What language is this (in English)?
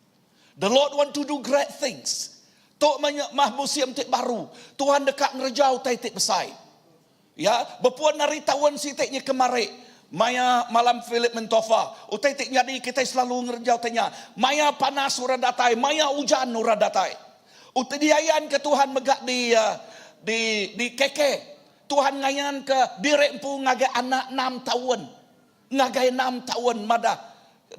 Iban